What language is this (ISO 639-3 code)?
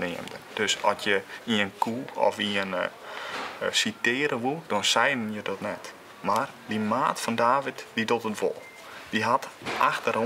fry